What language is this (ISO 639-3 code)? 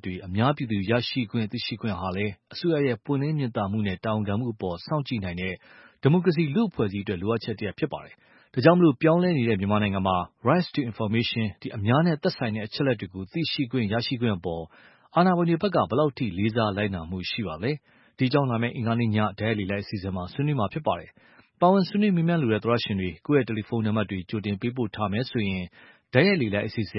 mya